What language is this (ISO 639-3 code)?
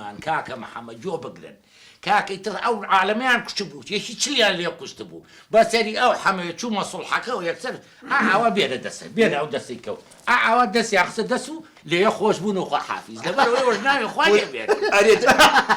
ckb